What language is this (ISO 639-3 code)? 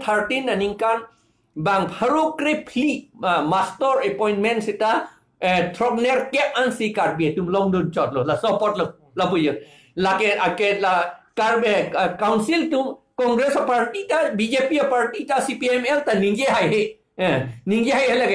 mjw